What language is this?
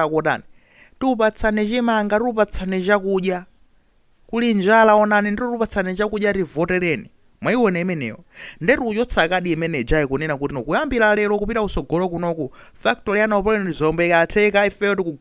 Nyanja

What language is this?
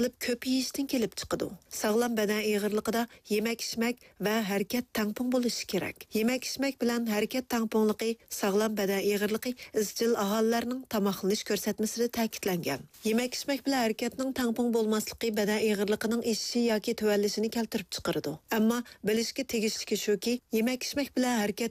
Uyghur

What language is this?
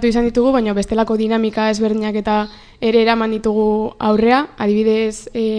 Basque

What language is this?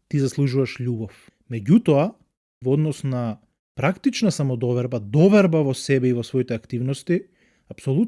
Macedonian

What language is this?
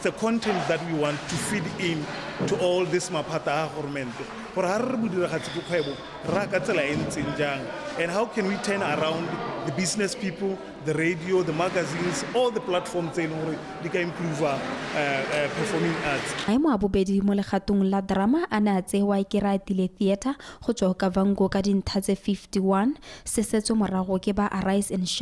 Tswana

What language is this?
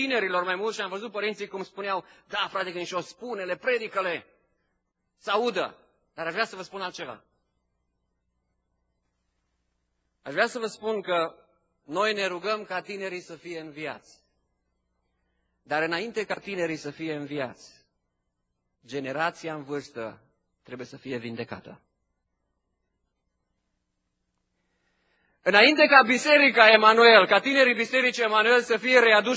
Romanian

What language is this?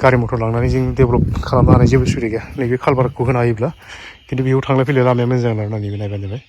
Bodo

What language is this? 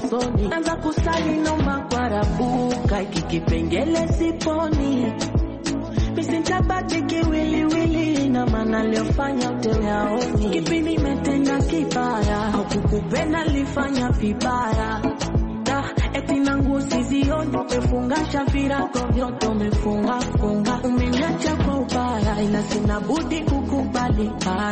Swahili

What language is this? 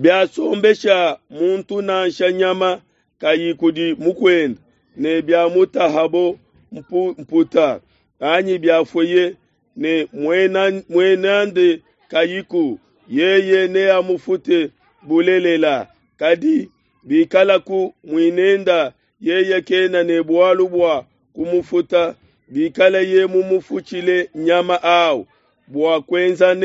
Luba-Lulua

